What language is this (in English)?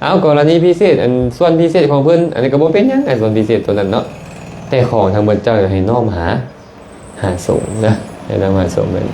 Lao